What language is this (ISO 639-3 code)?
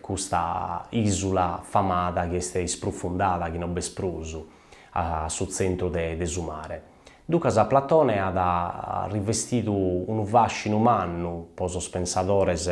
srd